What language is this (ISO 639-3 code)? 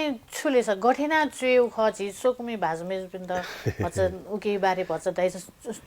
new